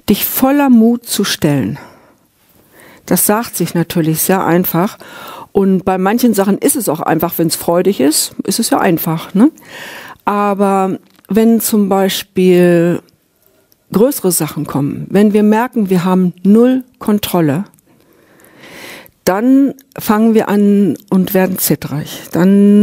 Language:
German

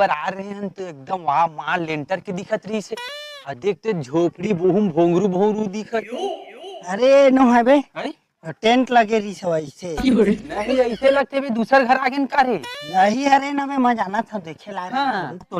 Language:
Chhattisgarhi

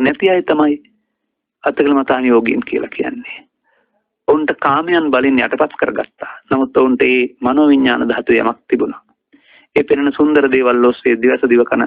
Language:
Sinhala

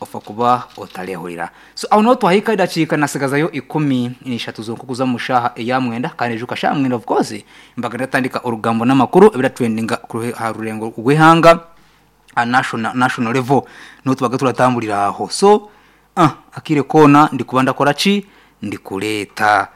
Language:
Nyankole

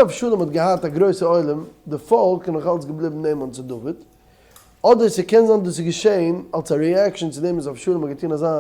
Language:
Yiddish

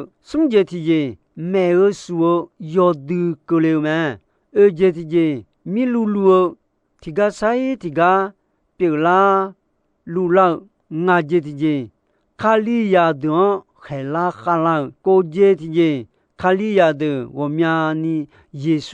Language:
Akha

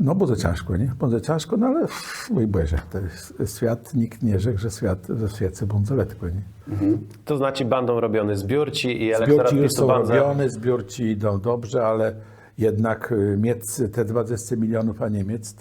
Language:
Kashubian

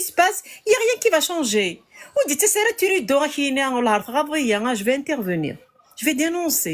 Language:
Kabyle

